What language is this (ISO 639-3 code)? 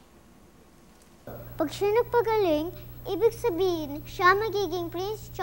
fil